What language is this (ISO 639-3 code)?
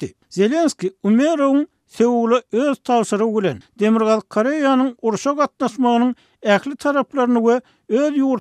tuk